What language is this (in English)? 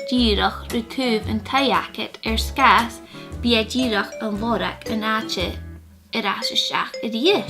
Scottish Gaelic